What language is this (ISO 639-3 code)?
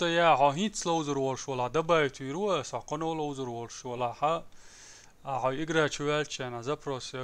che